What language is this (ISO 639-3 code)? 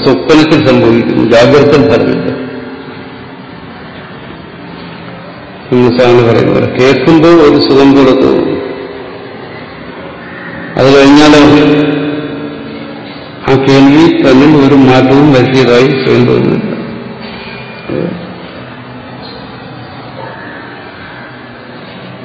mal